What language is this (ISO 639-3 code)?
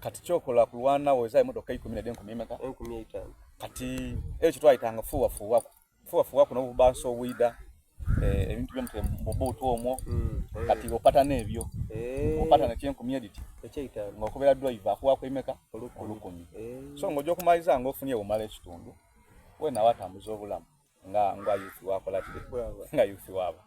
xog